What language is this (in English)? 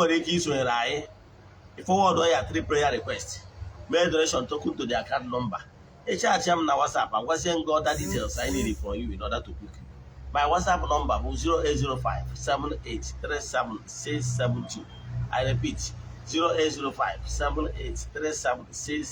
Igbo